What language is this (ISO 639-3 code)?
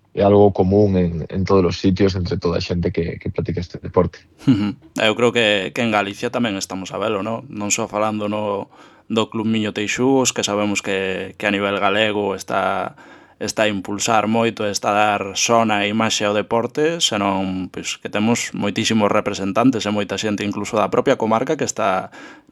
glg